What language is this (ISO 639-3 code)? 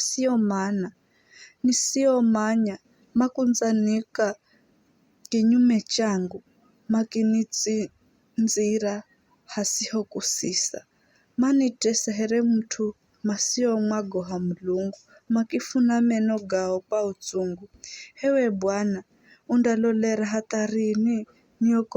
nyf